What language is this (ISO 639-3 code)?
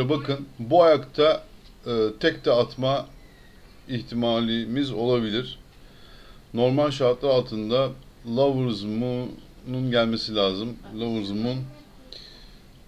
tur